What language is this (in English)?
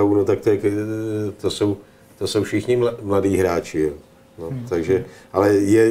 Czech